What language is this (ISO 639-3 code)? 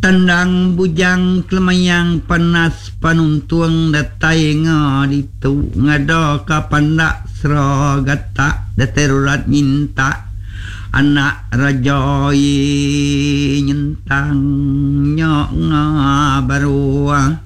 iba